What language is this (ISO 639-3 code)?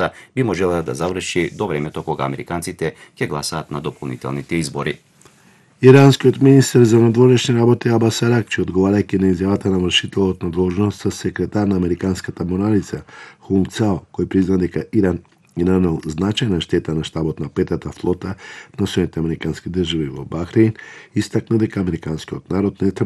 mkd